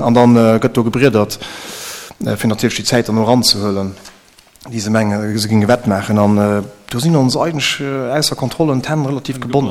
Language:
Luxembourgish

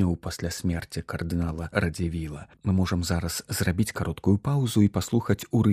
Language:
Belarusian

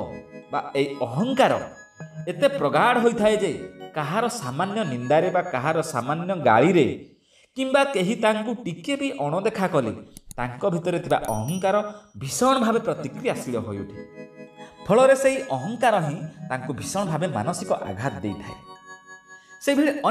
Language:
Odia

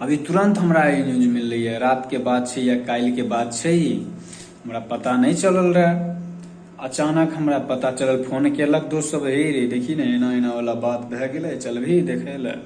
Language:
Maithili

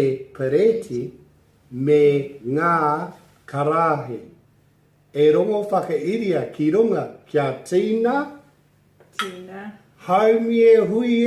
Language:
Māori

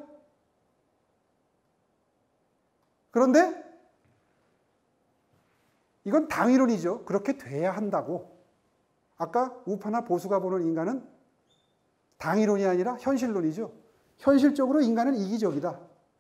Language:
Korean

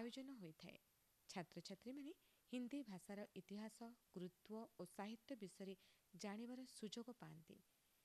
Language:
Odia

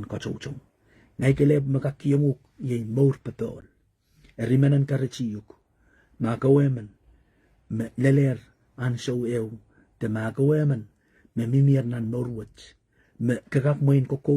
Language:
Pohnpeian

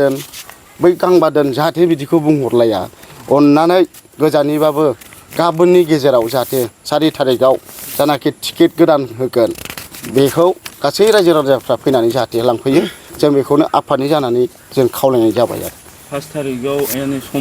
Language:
Bodo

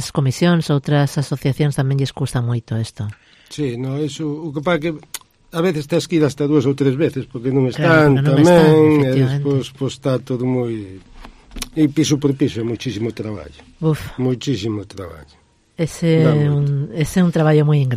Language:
Galician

